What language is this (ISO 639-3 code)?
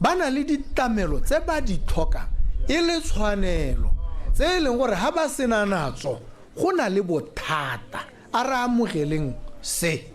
tsn